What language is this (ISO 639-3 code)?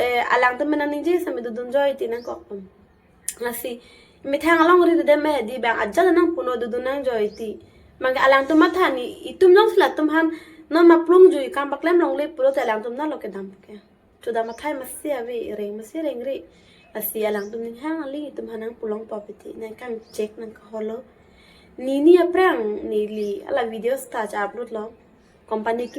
mjw